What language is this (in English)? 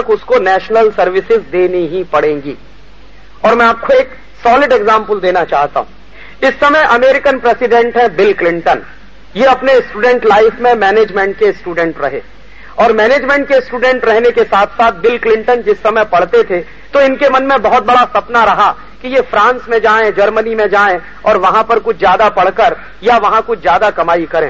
Hindi